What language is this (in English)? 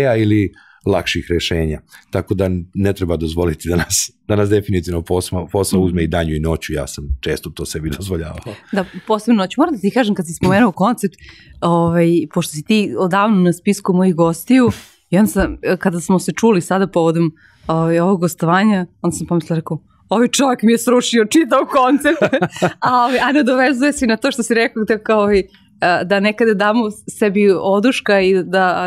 Serbian